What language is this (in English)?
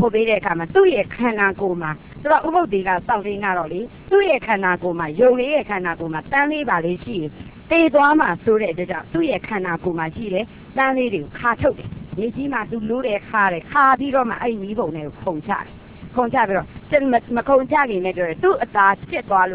Burmese